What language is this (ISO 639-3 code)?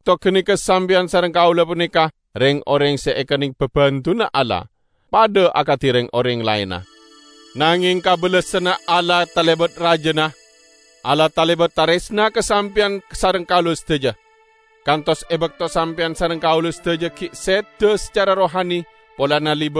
mad